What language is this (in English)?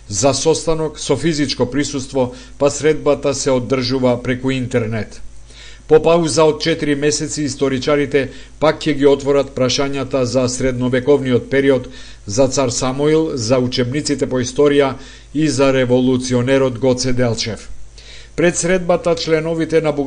Macedonian